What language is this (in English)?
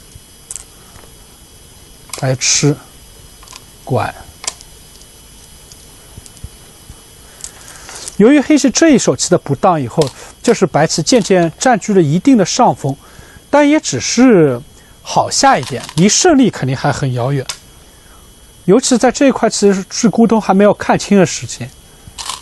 Chinese